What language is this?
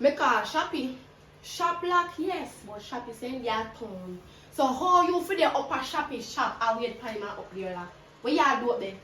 Jamaican Creole English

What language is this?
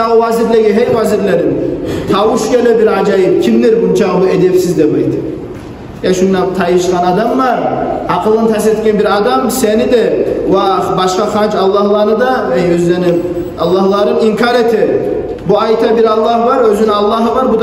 Kumyk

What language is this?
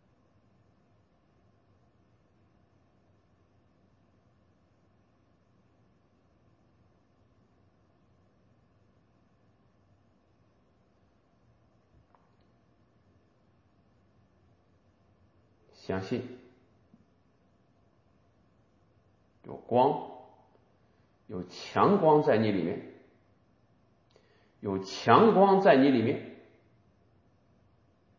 Chinese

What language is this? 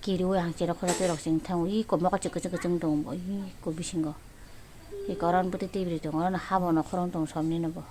Kok Borok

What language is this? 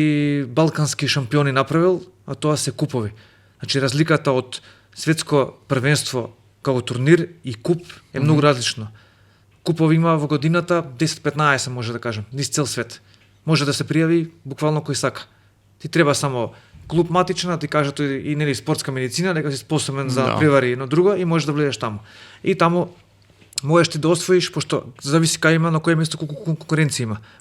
Macedonian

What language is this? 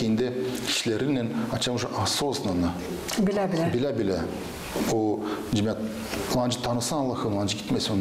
Gagauz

